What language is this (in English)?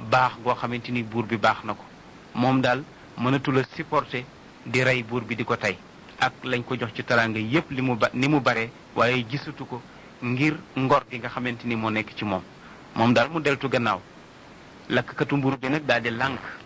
Wolof